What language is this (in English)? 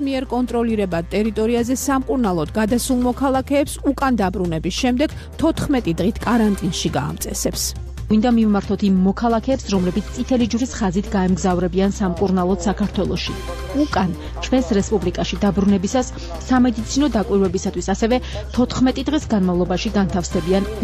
Georgian